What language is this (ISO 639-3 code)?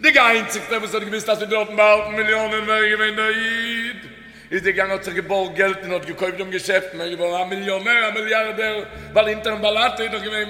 yid